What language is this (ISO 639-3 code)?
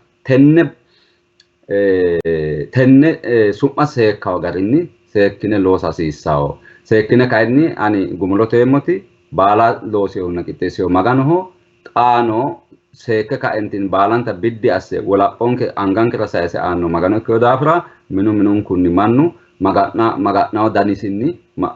sid